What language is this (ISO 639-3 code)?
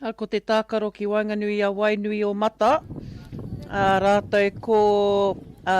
mri